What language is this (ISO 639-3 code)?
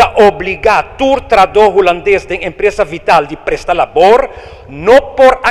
pap